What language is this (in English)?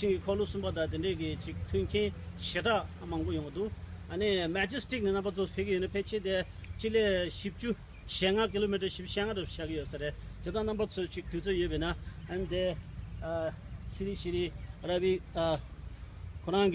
Tibetan